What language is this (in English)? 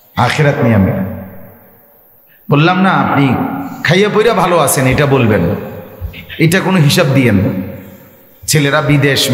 Bangla